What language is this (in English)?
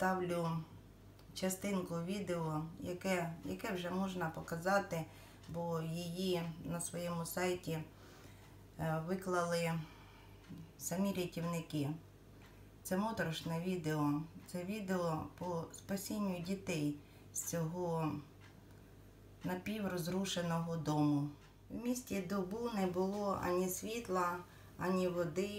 Ukrainian